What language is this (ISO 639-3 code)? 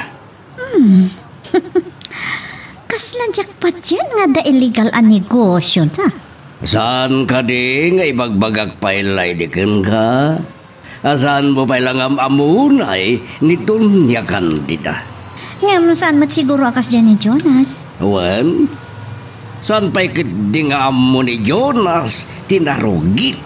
ilo